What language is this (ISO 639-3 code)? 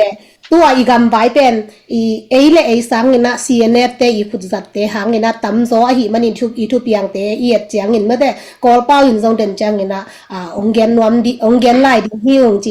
ctd